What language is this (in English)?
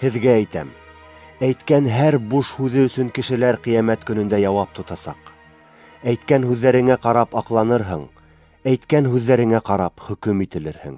Bashkir